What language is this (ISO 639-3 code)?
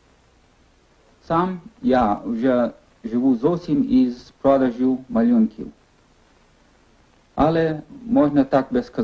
ukr